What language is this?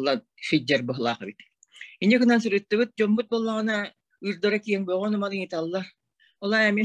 Yakut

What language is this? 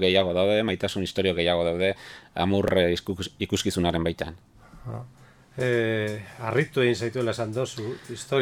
Basque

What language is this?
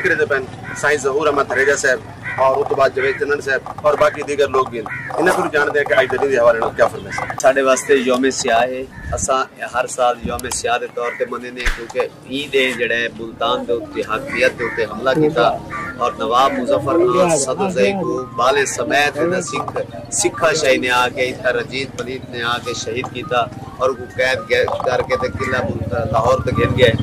Saraiki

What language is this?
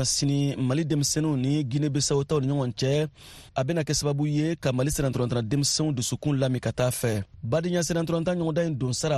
Bambara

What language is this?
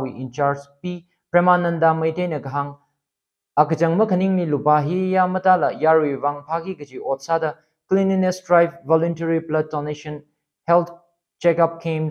Tangkhul Naga (India)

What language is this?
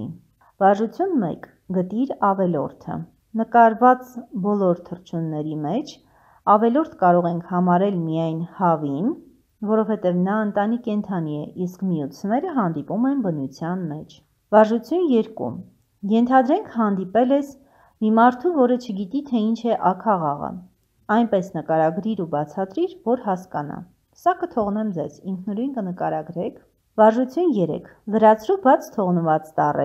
Armenian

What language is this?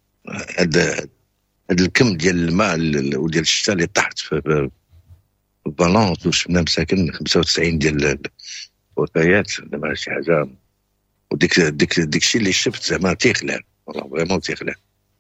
Moroccan Arabic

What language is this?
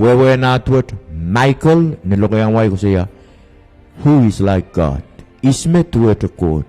Pohnpeian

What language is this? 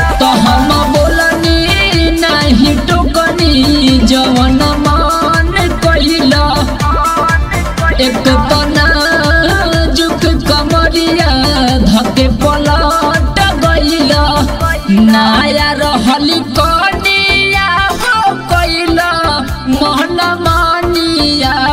Bhojpuri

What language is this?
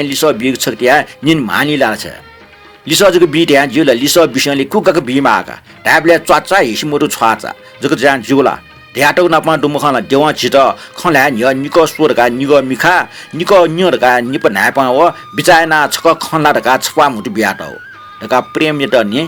Newari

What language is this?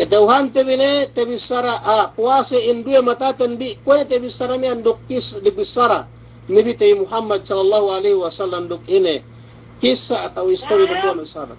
Yakan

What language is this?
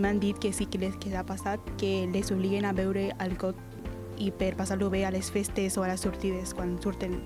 Catalan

